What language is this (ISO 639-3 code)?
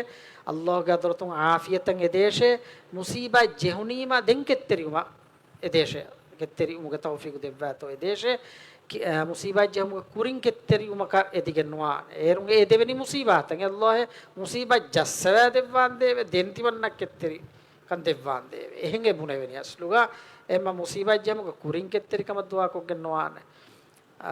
div